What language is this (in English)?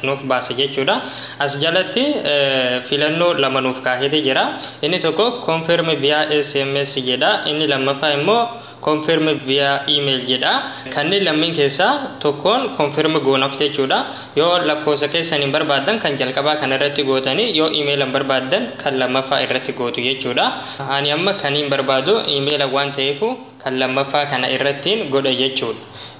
Oromo